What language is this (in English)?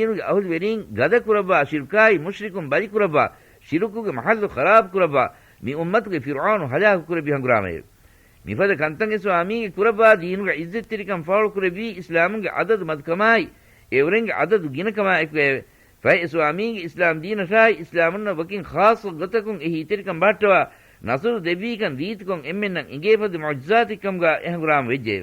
Divehi